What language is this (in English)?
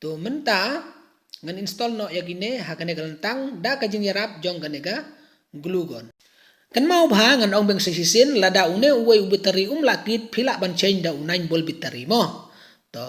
Khasi